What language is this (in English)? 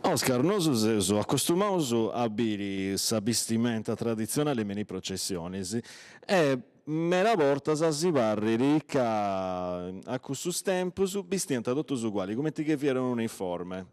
Sardinian